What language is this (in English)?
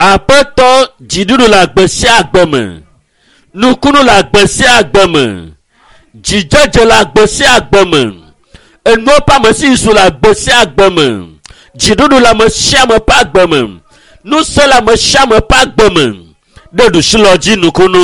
Ewe